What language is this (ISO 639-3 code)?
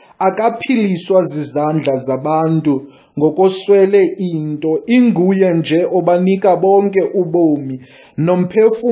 xho